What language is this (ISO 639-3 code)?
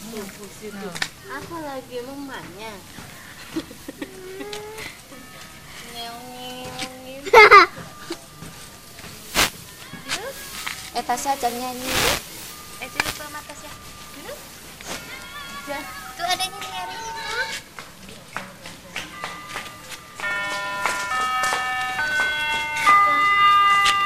ind